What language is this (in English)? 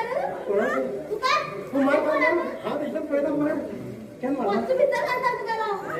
Konkani